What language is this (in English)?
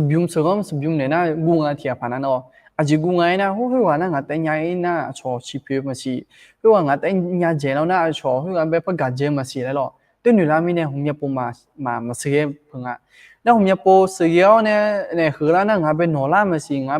Akha